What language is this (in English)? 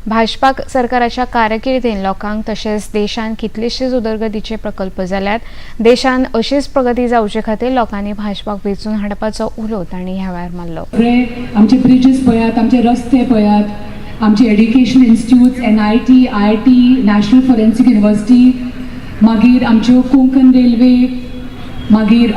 Konkani